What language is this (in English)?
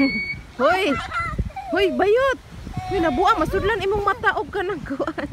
Cebuano